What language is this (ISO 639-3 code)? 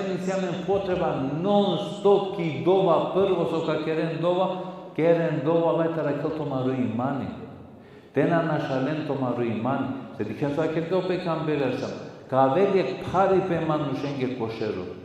rmn